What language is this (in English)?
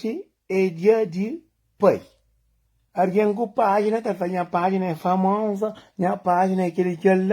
Kabuverdianu